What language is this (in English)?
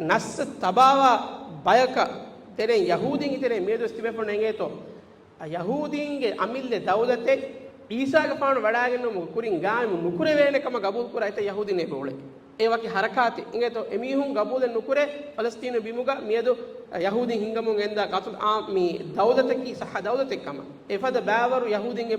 Divehi